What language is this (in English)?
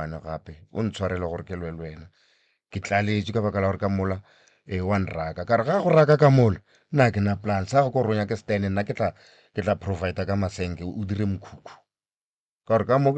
Northern Sotho